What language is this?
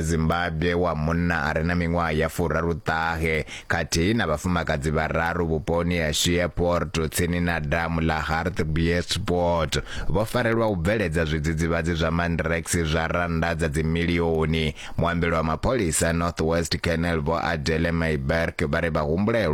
Venda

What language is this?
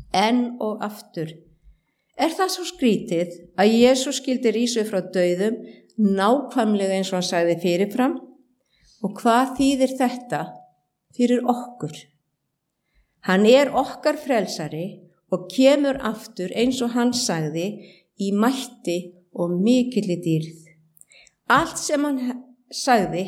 Icelandic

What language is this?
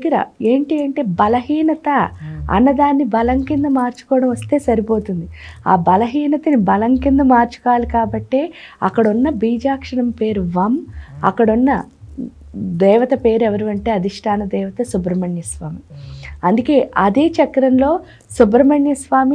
Telugu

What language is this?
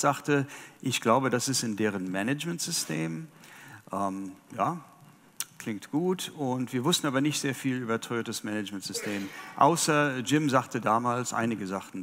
German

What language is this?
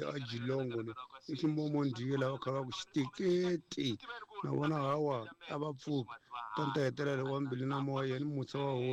Tsonga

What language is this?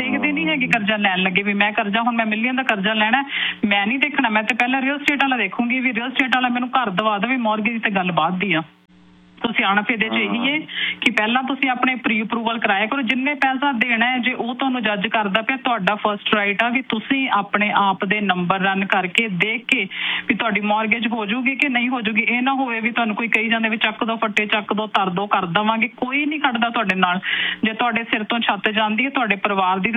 Punjabi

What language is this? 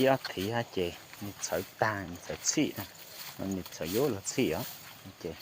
Hmong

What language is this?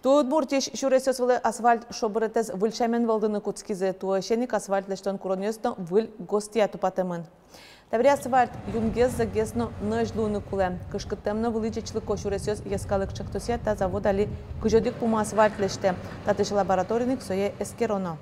Udmurt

